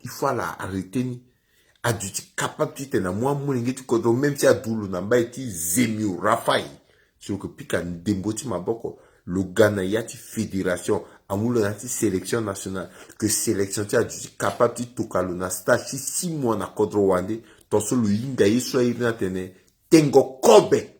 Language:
Sango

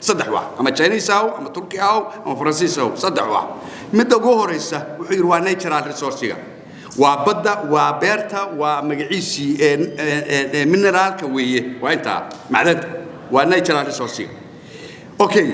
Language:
Somali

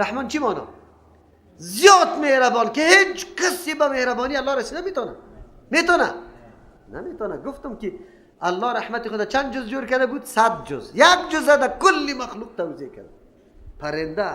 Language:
Persian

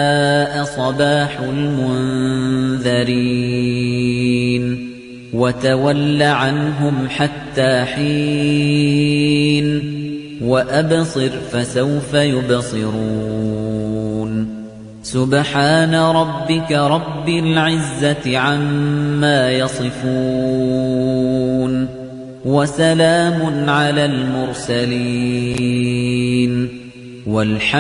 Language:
Arabic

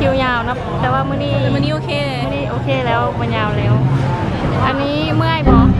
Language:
Lao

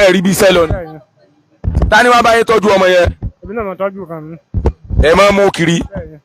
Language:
Yoruba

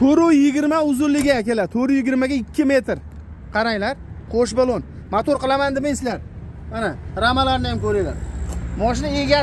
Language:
Uzbek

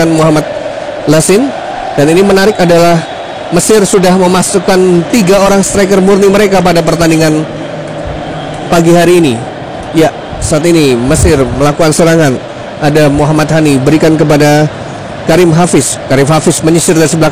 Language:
Indonesian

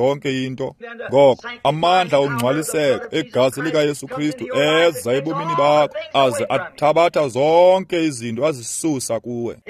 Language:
Xhosa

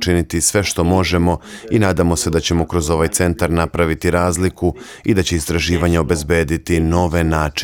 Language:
Serbian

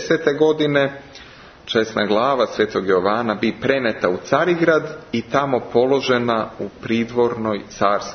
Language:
Serbian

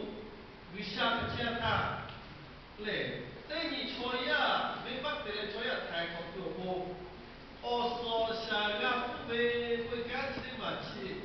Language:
Lahu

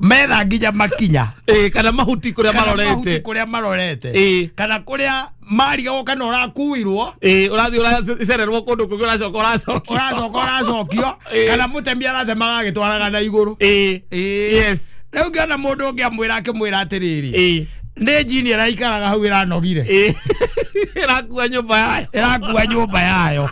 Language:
Kikuyu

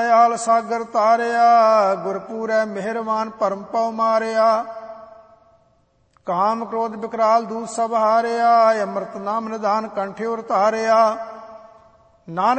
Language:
Punjabi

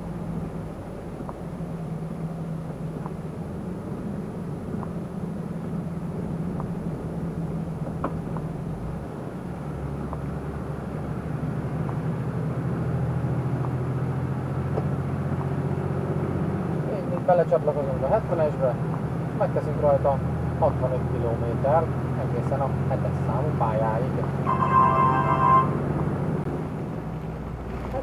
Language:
Hungarian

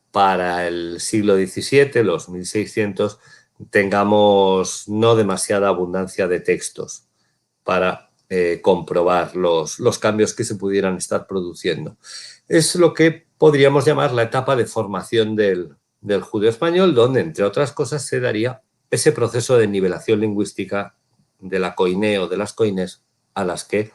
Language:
Ladino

